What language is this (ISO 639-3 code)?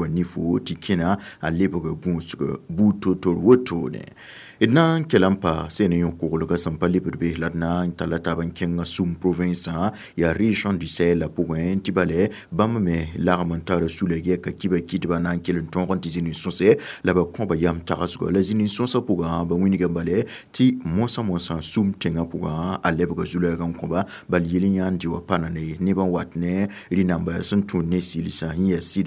mos